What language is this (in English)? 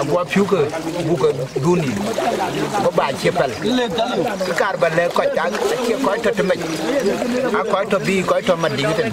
Dinka